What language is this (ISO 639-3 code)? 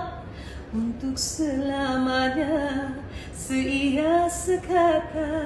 msa